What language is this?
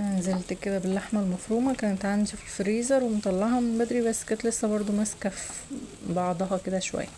Egyptian Arabic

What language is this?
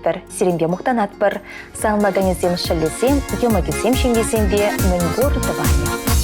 Chuvash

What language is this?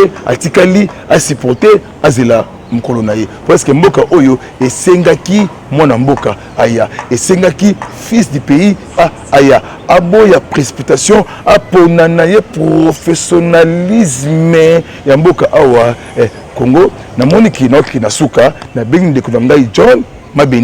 Lingala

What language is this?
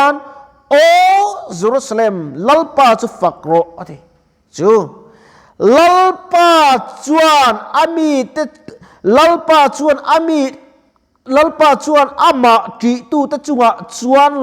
Mizo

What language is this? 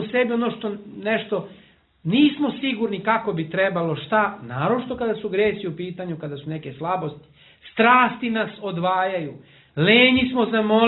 Serbian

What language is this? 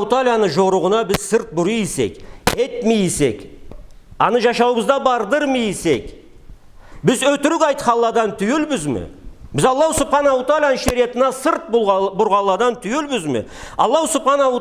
Karachay-Balkar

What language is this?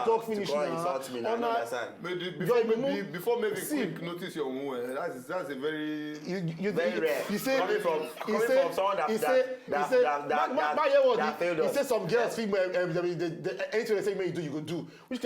Nigerian Pidgin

